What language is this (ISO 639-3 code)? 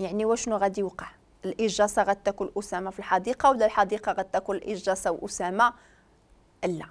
ary